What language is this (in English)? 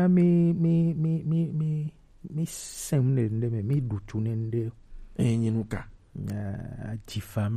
Gen